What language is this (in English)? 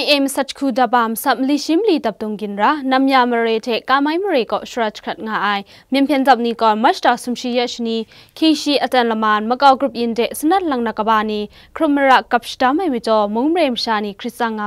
Kachin